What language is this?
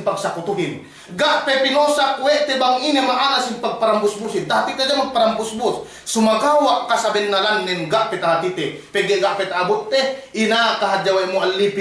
Yakan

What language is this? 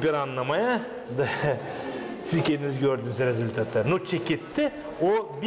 Gagauz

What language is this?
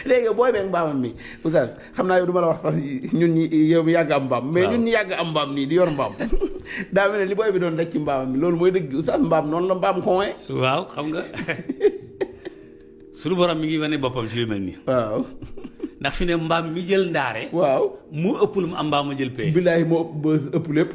Wolof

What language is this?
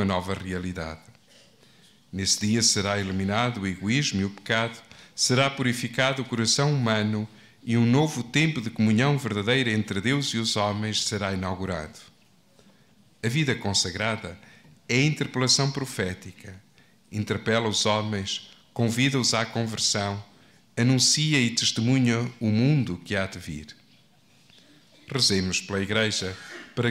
Portuguese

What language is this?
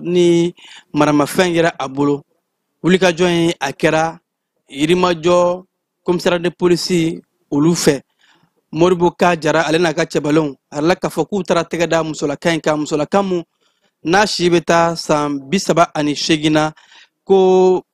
Bambara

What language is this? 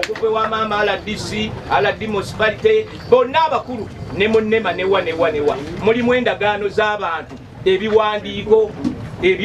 Ganda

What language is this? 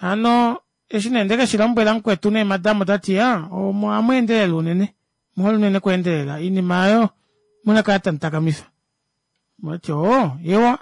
Kuanyama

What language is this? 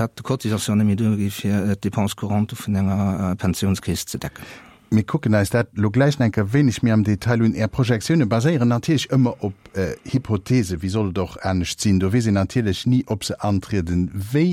Luxembourgish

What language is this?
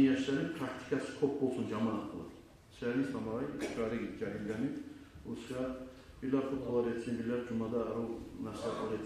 Kumyk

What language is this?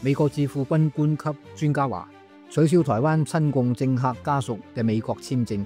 Cantonese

